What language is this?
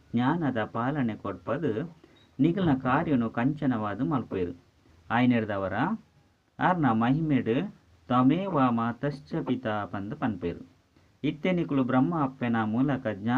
Tulu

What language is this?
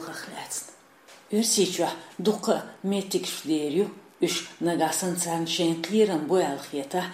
Chechen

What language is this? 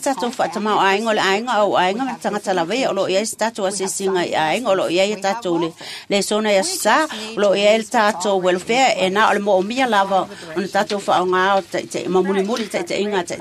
Samoan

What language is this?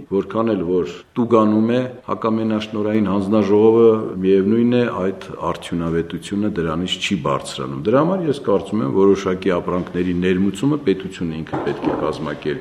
Armenian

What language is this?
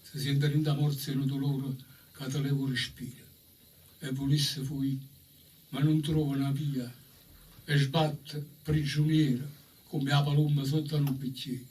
Neapolitan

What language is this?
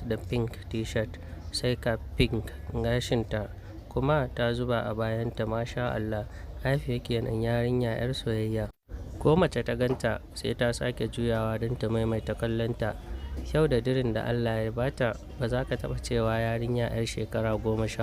Hausa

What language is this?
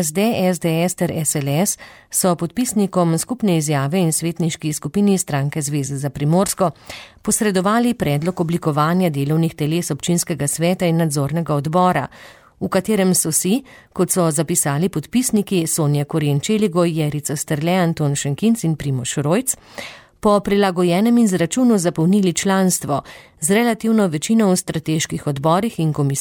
Slovenian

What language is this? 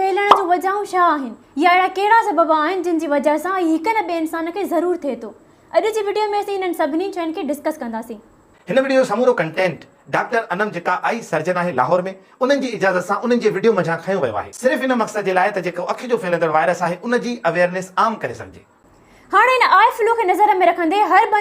Sindhi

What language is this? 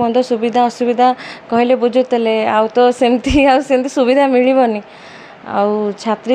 Odia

